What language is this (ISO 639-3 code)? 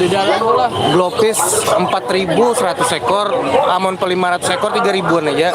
bjn